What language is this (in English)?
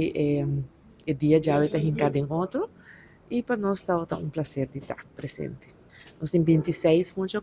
Papiamento